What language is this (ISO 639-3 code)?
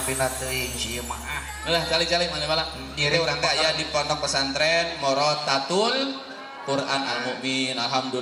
sun